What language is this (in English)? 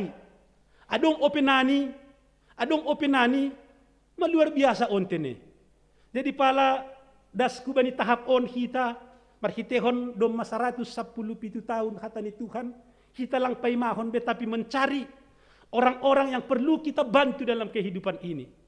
Batak Simalungun